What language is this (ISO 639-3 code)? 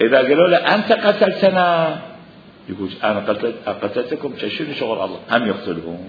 acm